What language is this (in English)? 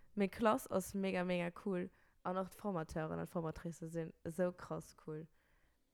Luxembourgish